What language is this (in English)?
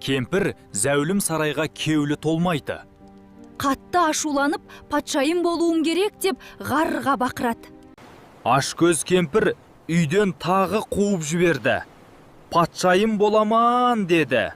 Kara-Kalpak